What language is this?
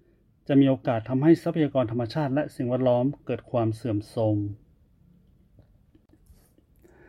Thai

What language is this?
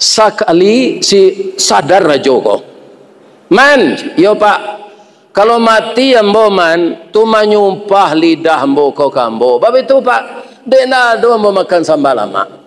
Minangkabau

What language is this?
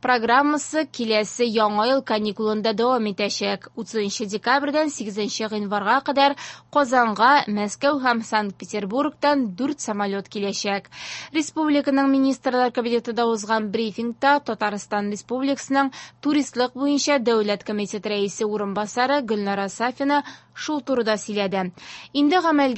Tatar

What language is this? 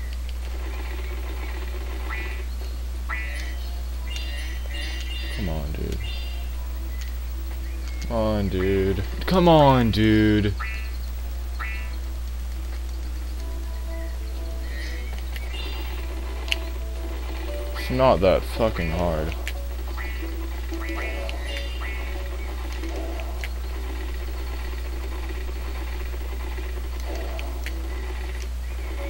English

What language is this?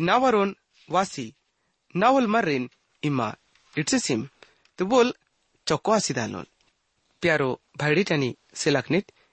Gondi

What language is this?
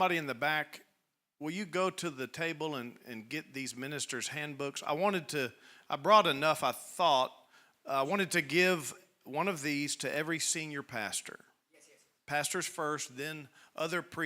English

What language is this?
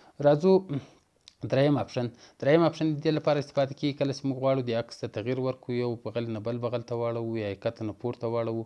Pashto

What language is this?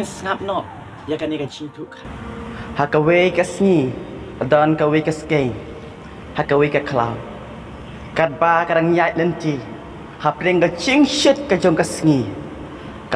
Khasi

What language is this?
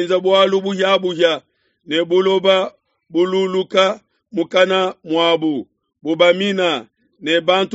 Luba-Lulua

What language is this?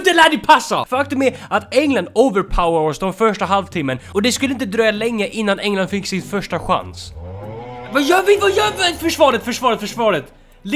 Swedish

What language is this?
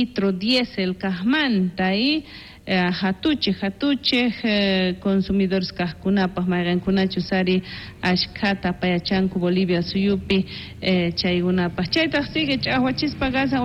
South Bolivian Quechua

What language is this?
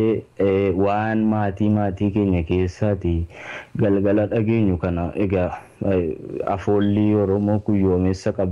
Oromo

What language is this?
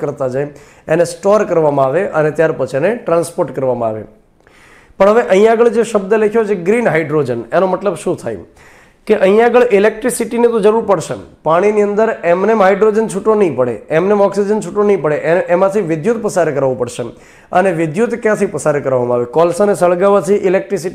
Gujarati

